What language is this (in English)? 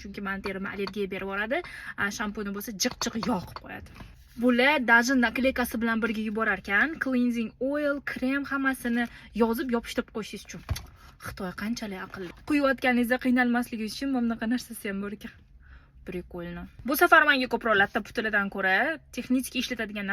Uzbek